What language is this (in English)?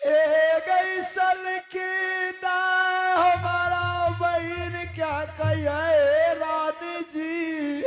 Angika